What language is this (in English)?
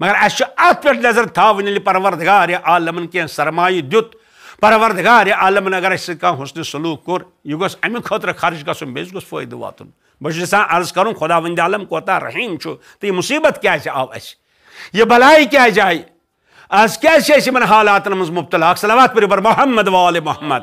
Kashmiri